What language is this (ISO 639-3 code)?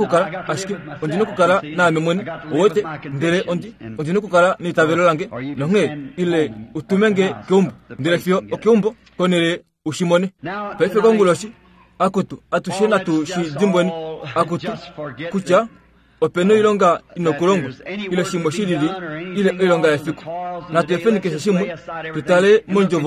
kua